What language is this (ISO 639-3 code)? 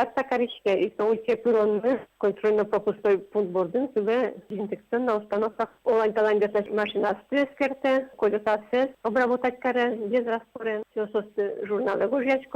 udm